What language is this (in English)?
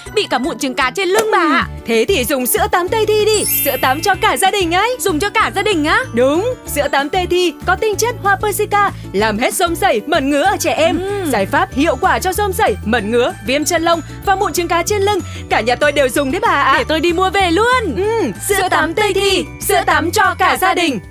Vietnamese